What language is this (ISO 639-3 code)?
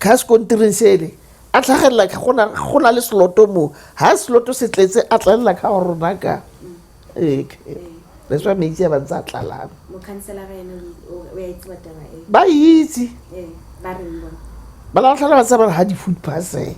tsn